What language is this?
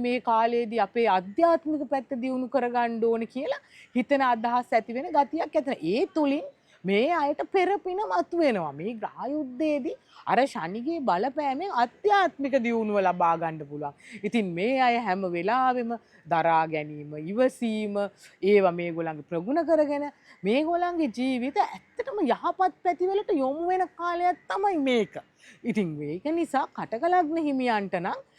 Sinhala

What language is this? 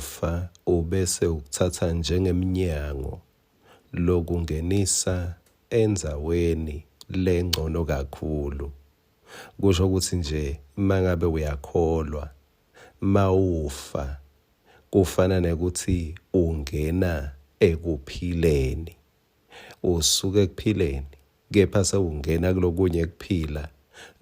Swati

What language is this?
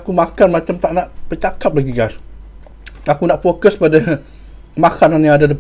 Malay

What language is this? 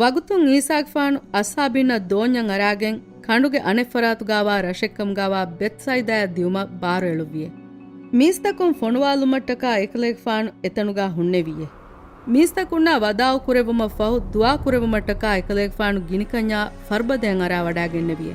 Divehi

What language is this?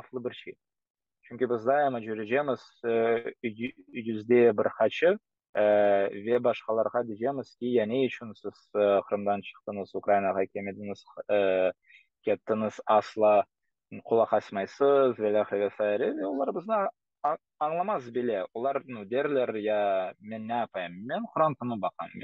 Crimean Tatar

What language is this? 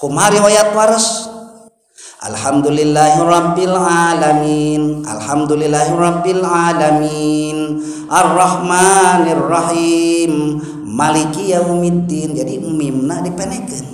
Sundanese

